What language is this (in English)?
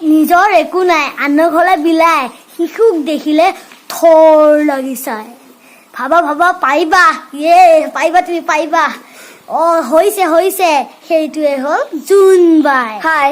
Assamese